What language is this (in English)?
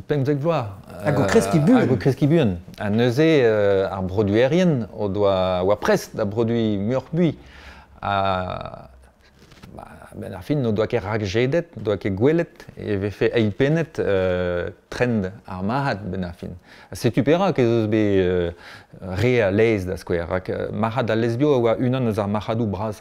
Breton